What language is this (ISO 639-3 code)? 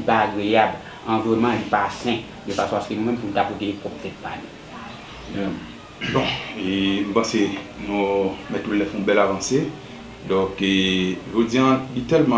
hat